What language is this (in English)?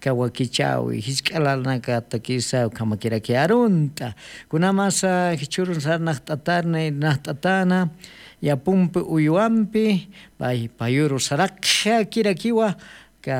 Aymara